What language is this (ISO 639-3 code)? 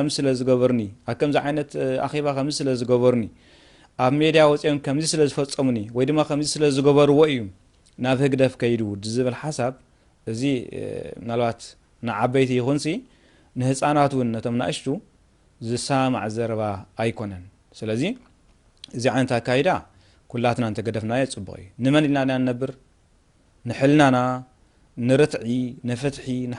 tir